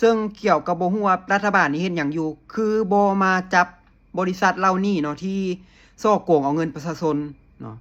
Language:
Lao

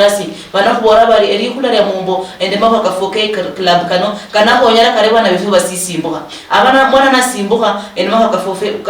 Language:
Luyia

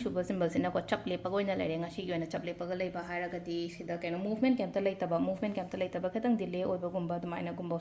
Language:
Manipuri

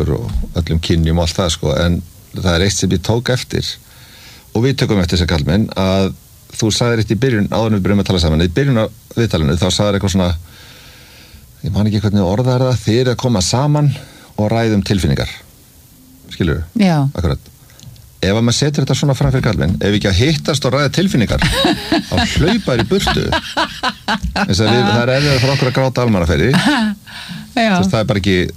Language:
Icelandic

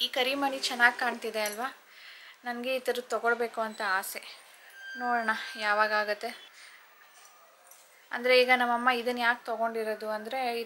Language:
Kannada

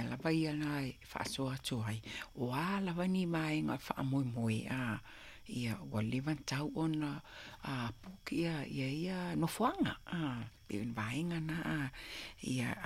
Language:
Samoan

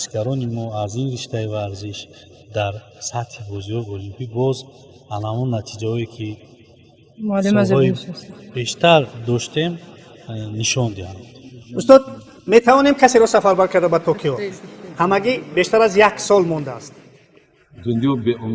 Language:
Tajik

